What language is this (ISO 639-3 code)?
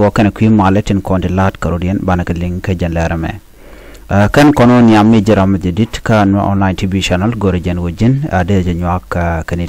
nus